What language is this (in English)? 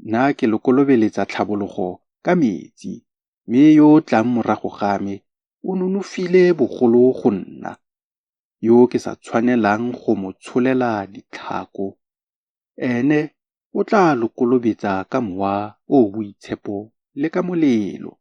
Tswana